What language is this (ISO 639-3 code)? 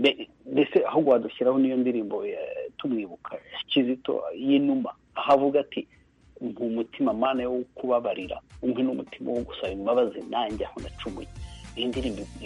kin